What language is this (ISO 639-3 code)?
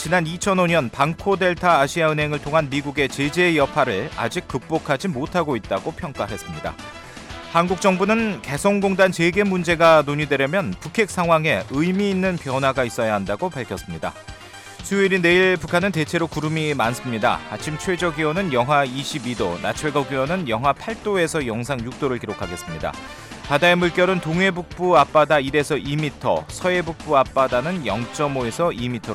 kor